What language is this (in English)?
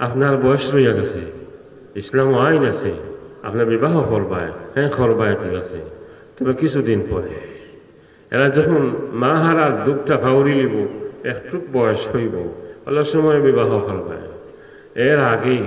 Sylheti